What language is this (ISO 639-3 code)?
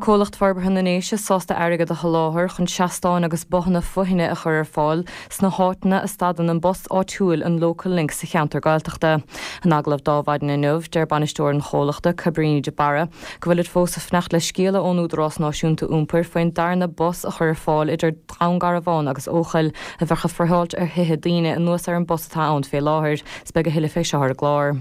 gle